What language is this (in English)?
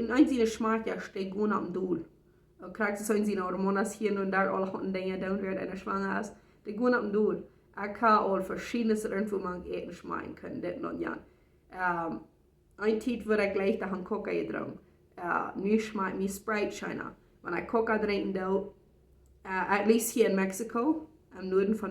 Plautdietsch